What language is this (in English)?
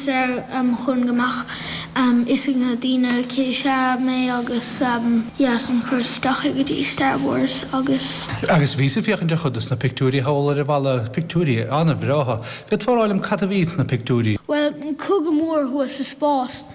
Irish